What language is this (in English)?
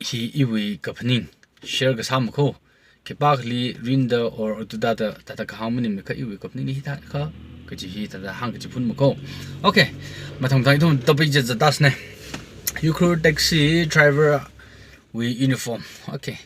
Tangkhul Naga (India)